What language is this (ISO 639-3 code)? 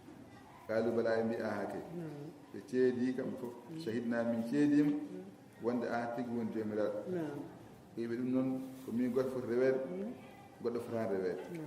ful